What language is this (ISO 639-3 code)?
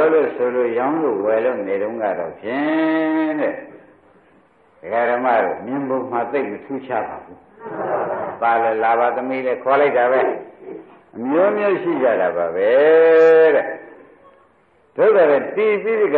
mya